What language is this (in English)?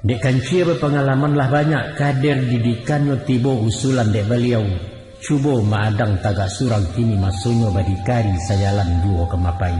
Minangkabau